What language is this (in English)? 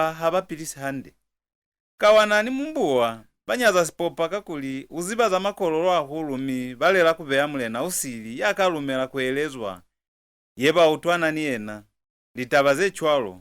Lozi